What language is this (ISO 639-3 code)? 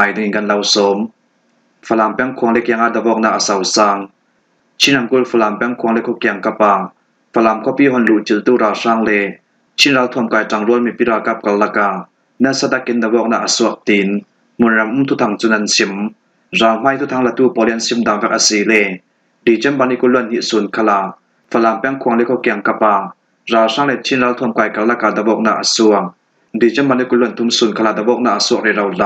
cfm